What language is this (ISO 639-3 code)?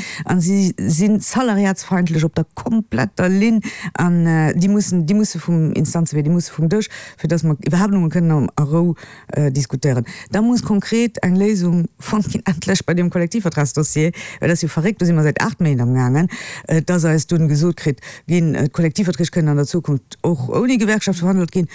ltz